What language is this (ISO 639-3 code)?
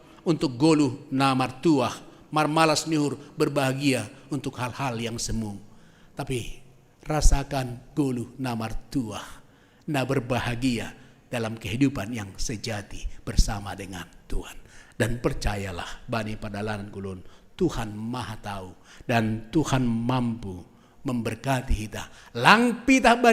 bts